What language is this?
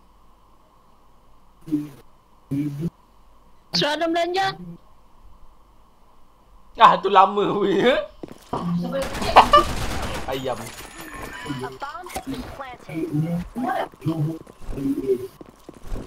Malay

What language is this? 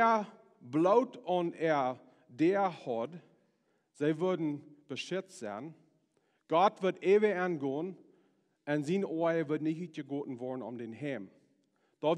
Plautdietsch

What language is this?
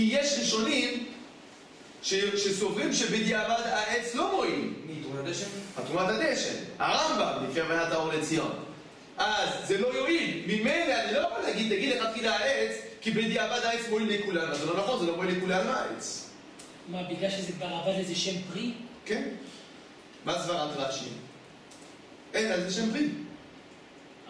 Hebrew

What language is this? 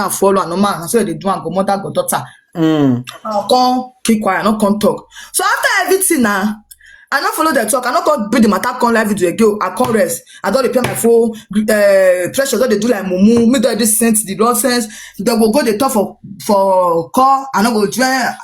Nigerian Pidgin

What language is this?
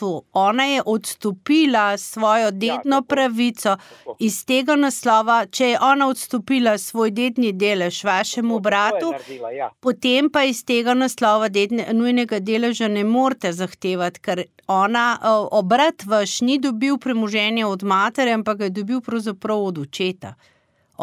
Slovenian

